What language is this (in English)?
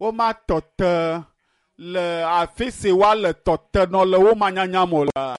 Ewe